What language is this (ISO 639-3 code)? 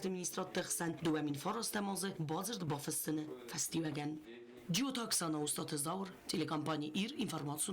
oss